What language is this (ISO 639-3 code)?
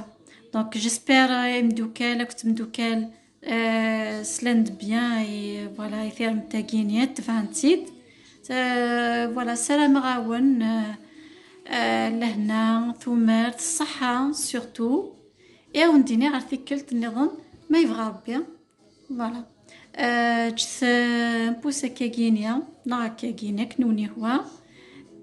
kab